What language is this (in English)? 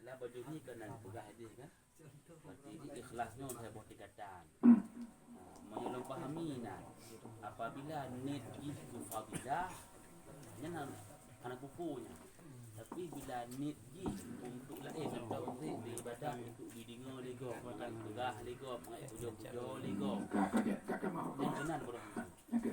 Achinese